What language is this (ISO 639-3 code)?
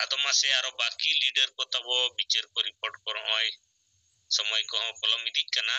sat